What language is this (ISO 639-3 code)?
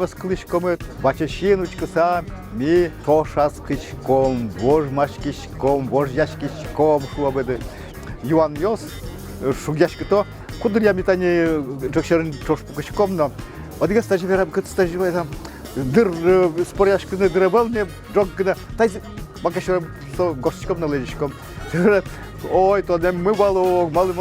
udm